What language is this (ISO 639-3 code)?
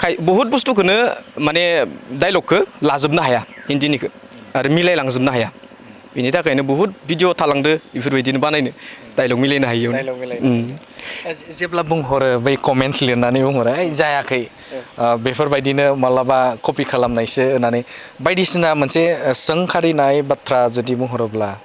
brx